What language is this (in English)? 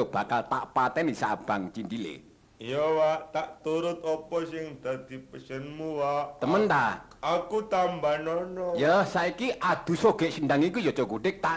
Javanese